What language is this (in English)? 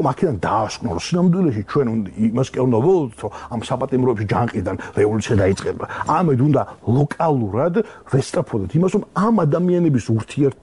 Georgian